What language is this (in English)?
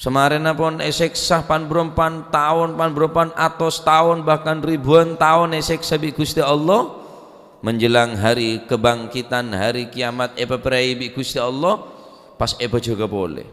Madurese